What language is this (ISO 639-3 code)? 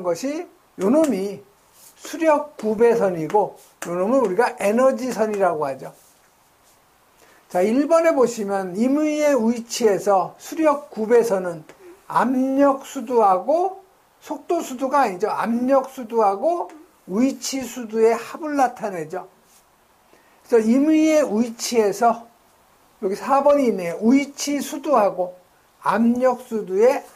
kor